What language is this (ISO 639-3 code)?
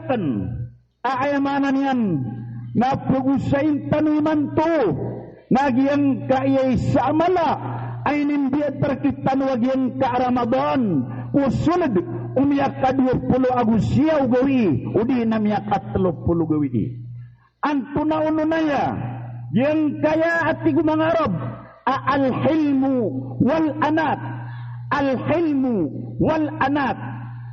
mrw